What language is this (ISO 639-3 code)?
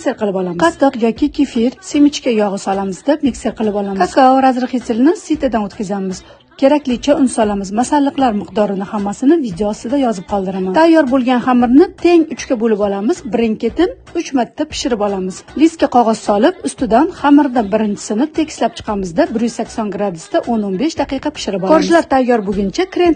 uzb